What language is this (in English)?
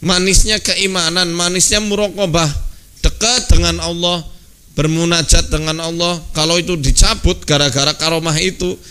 Indonesian